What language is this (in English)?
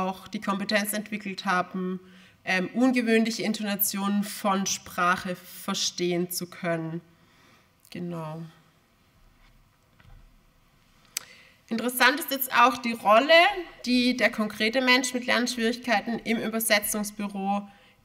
German